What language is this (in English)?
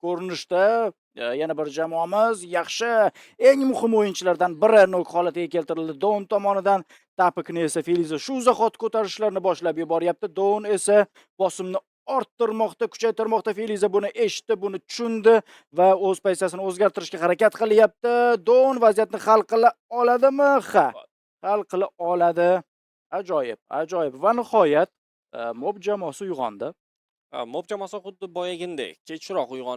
Uzbek